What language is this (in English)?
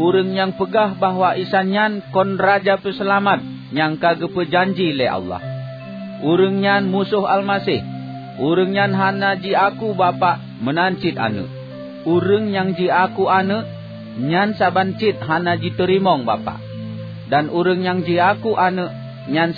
Achinese